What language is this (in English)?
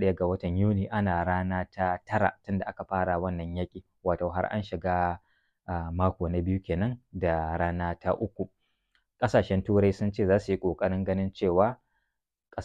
Hausa